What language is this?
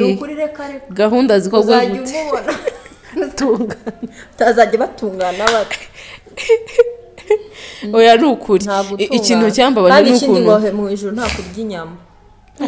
Kinyarwanda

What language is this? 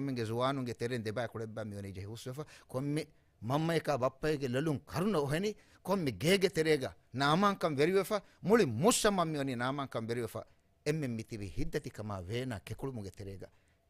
Divehi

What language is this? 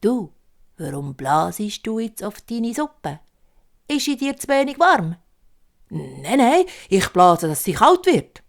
Swiss German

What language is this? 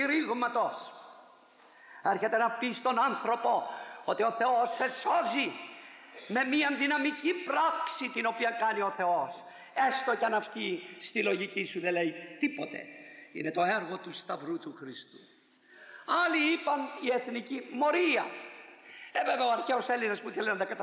Greek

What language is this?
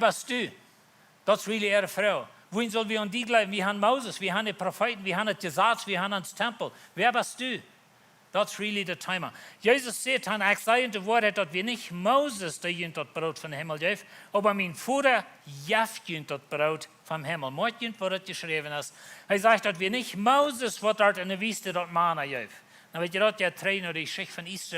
Plautdietsch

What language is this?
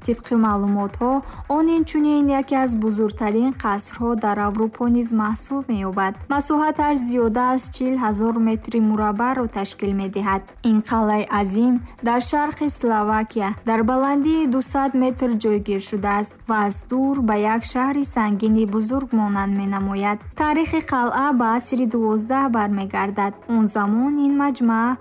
Tajik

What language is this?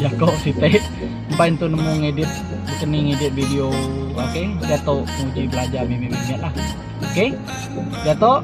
Iban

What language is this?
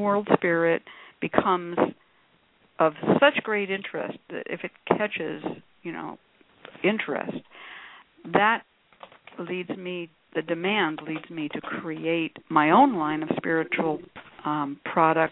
English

